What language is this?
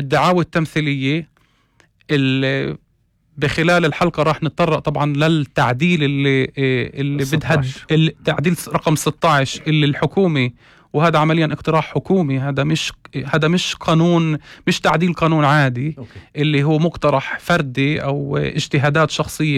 North Levantine Arabic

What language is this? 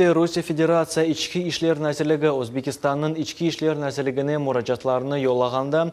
Crimean Tatar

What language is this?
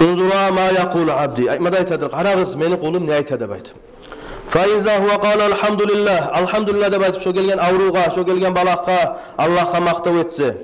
Kumyk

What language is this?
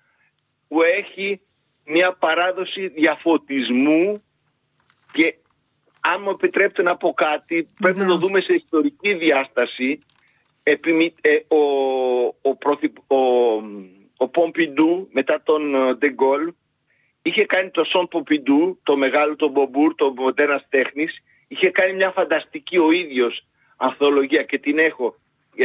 Greek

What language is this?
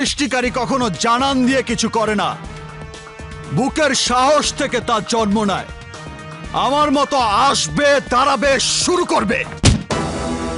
Bangla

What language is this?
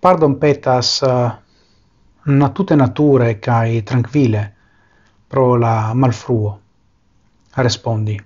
Esperanto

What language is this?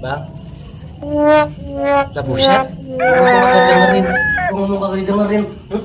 Betawi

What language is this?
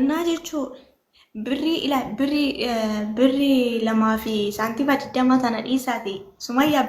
Oromo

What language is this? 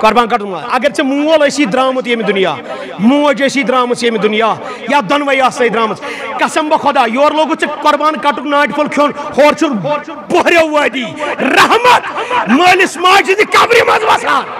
Kashmiri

